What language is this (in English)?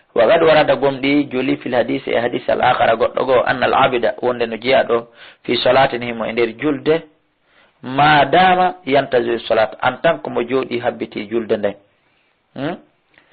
Fula